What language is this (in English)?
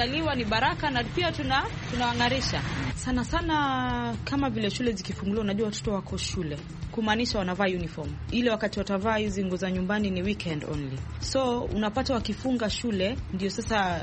Swahili